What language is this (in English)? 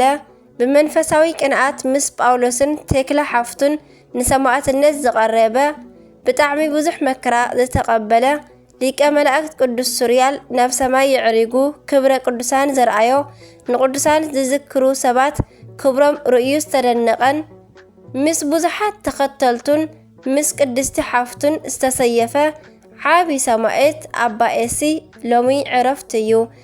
Tigrinya